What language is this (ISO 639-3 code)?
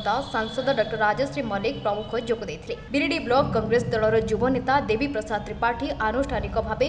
ori